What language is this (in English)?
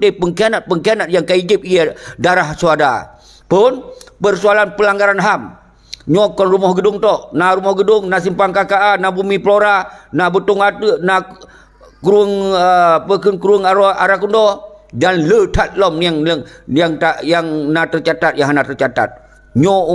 Achinese